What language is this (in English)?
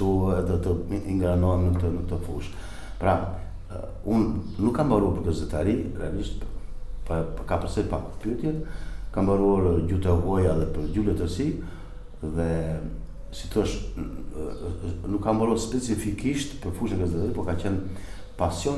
Albanian